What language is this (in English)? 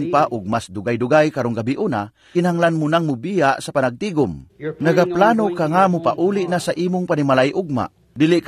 Cebuano